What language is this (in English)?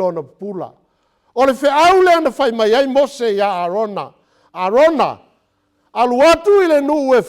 Samoan